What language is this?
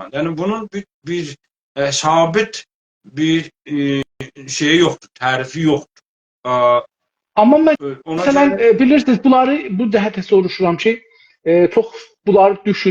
South Azerbaijani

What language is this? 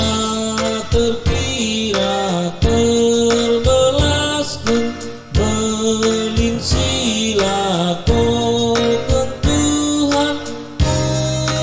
Batak Karo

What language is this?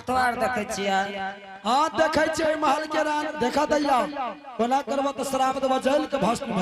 Angika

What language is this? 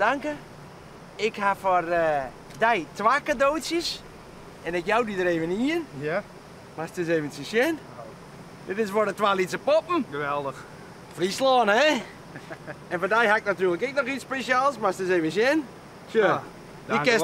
Western Frisian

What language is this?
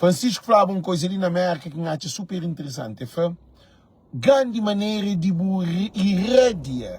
Kabuverdianu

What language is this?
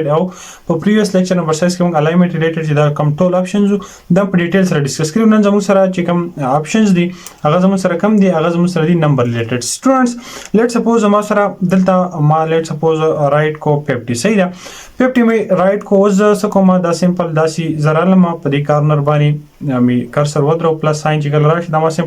Pashto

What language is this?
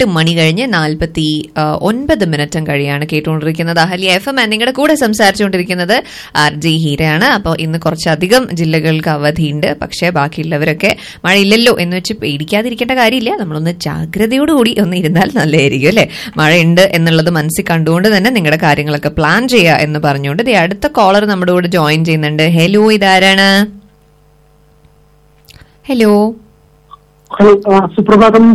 Malayalam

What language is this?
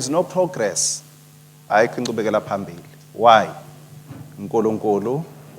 Swati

